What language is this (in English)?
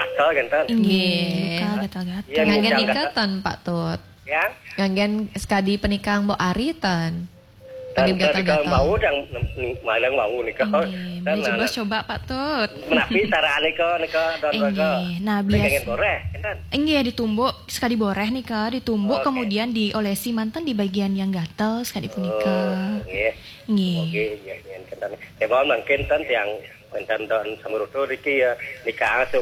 Balinese